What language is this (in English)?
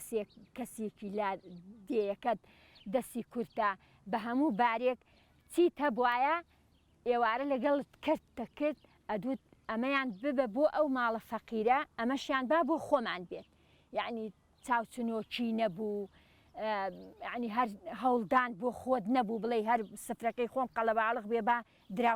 Central Kurdish